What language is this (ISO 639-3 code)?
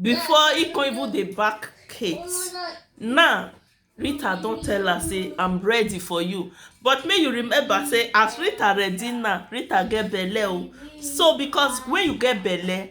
pcm